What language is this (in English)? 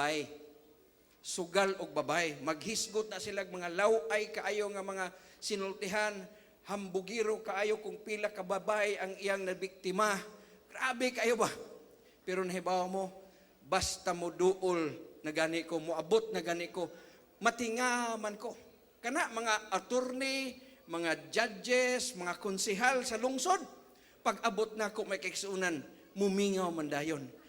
Cebuano